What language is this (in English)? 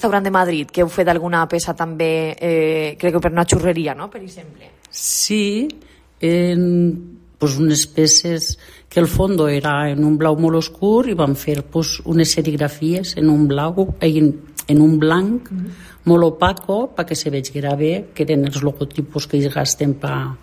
Catalan